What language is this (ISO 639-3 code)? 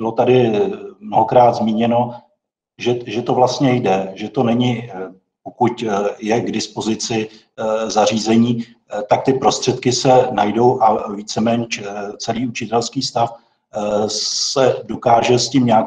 ces